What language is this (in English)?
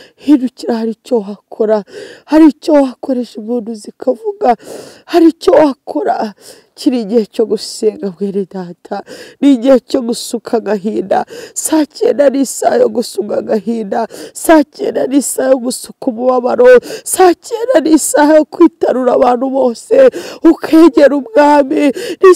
Kinyarwanda